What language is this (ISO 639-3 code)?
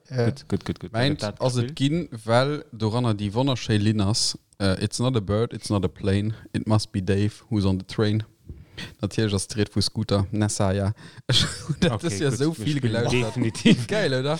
ltz